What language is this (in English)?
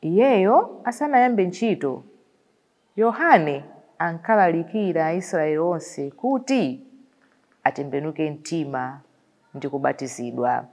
Nyanja